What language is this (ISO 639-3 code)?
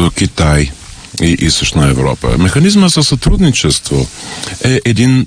bul